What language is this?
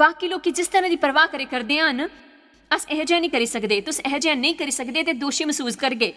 Dogri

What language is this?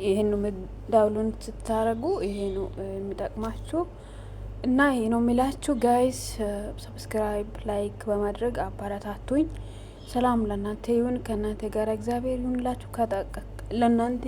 Amharic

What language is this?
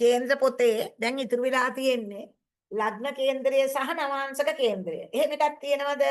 Sinhala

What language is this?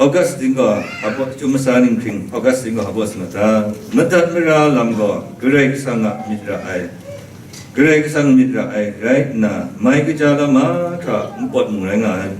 Kachin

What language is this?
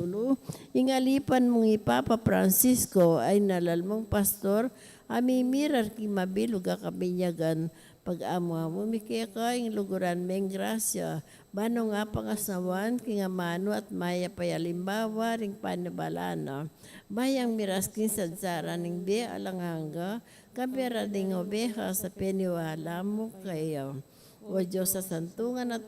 Pampanga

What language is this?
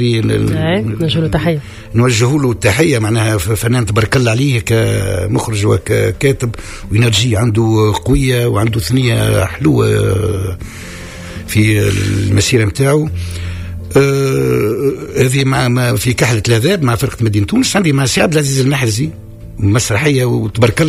Tunisian Arabic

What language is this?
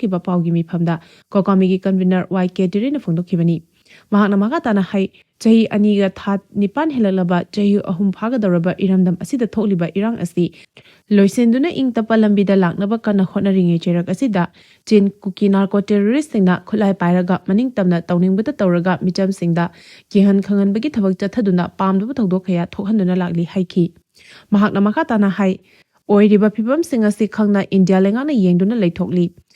Manipuri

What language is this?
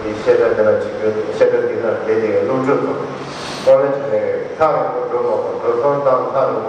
Tibetan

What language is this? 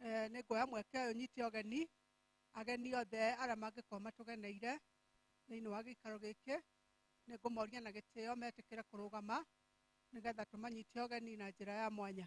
Kikuyu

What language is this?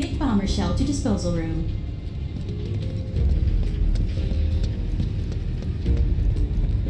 English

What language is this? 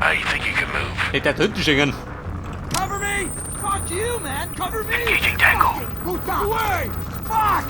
Bavarian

